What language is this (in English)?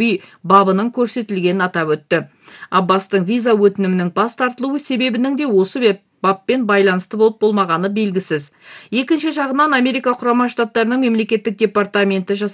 Kazakh